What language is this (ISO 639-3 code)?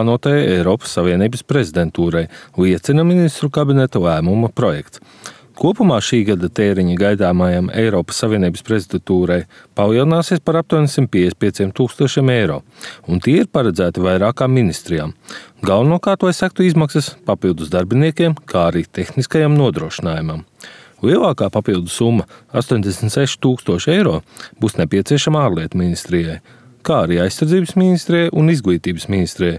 lav